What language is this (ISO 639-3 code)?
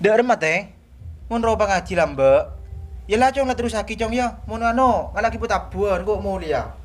mad